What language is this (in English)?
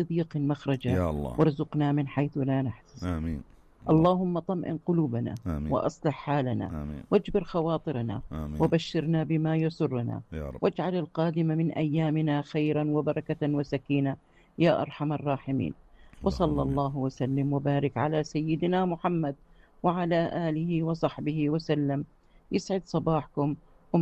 North Levantine Arabic